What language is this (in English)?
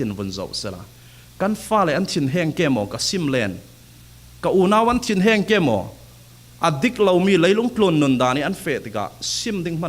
Falam Chin